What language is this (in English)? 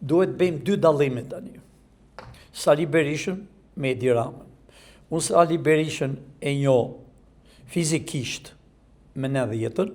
Albanian